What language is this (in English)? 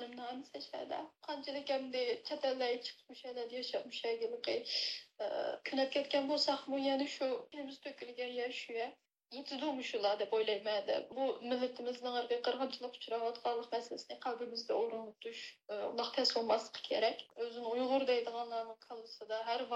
Uyghur